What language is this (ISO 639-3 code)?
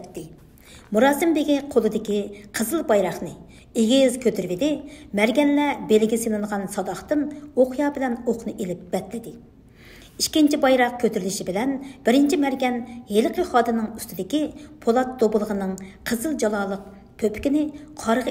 uig